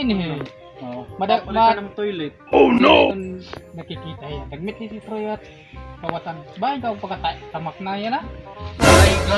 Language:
Waray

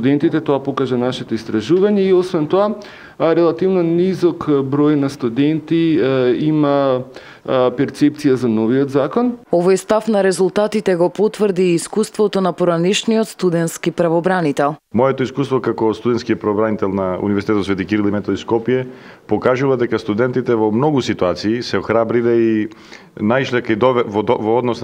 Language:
Macedonian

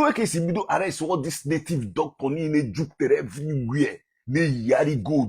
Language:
Igbo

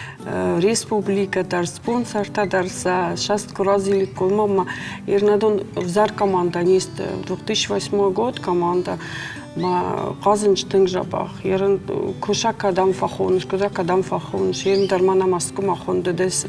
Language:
Ossetic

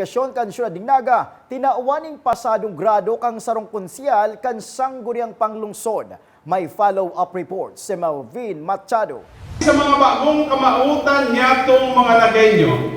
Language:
Bikol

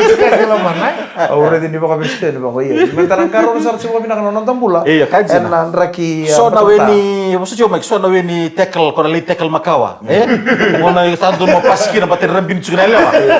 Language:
Fijian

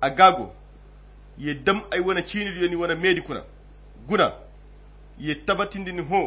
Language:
Koyra Chiini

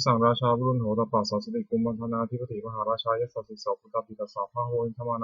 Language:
Pali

